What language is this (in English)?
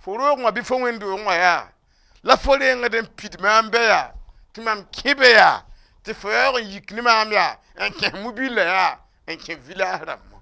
Mossi